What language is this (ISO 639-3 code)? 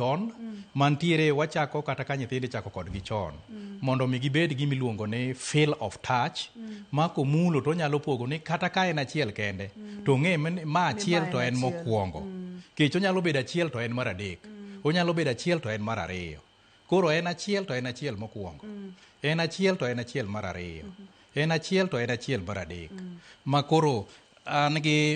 luo